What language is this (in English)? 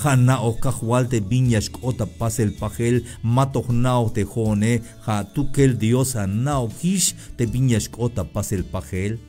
Tzeltal